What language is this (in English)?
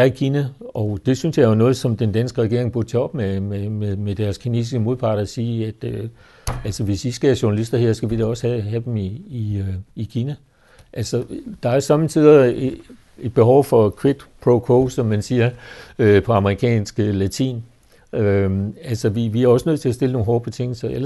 Danish